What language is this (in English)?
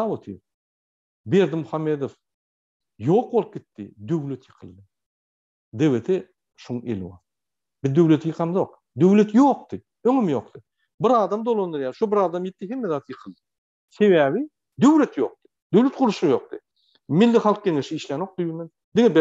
Turkmen